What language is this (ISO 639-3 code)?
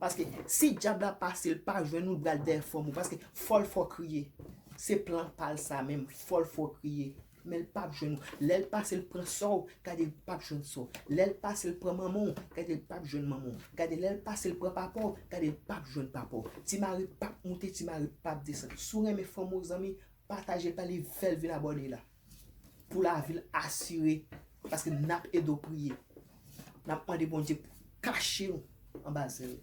hat